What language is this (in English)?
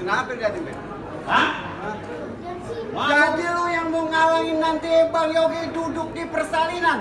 Betawi